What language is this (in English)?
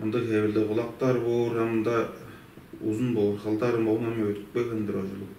Tuvinian